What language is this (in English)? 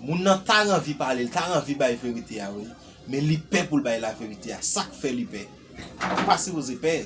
Haitian Creole